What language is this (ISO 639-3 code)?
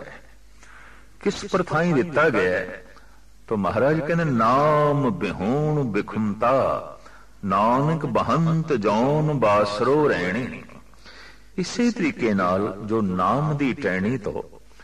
pan